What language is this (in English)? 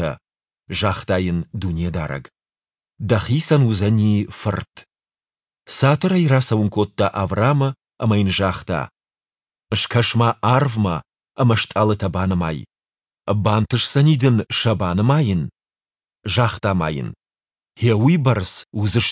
Ossetic